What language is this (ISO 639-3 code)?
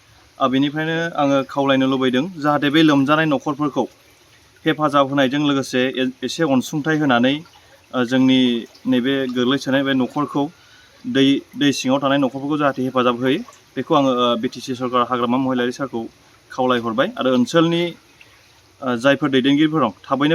brx